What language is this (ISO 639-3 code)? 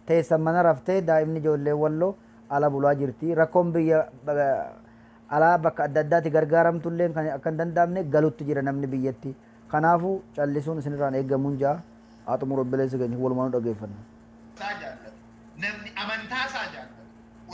orm